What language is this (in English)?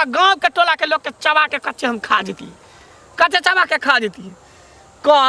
Maithili